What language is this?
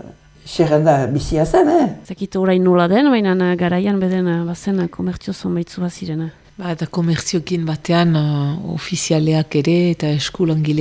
Basque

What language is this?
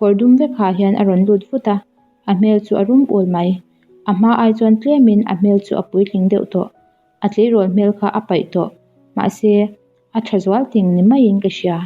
Mizo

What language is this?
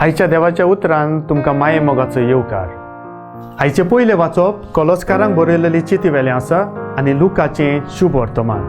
Konkani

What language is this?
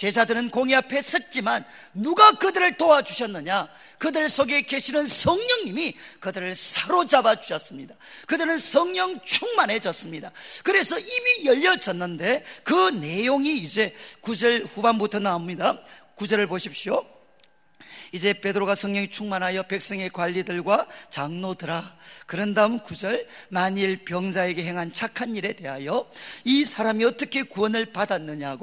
Korean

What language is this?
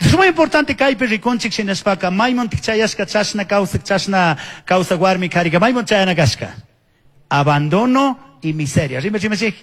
Chimborazo Highland Quichua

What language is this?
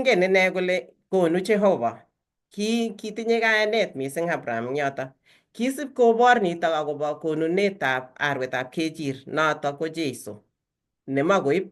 Kalenjin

